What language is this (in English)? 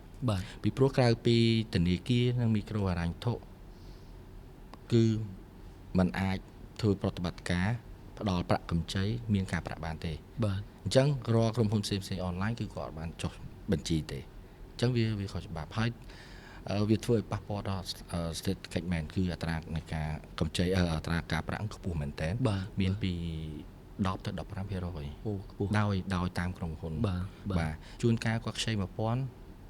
Khmer